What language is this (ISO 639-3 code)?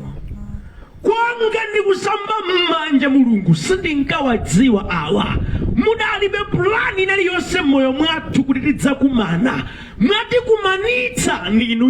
nya